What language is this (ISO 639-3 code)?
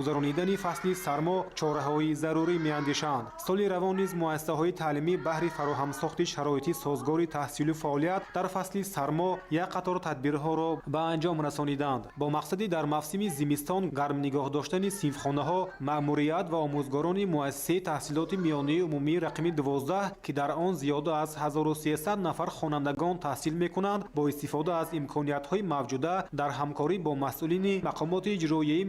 tgk